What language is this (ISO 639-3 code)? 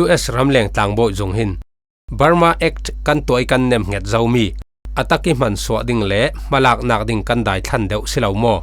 cfm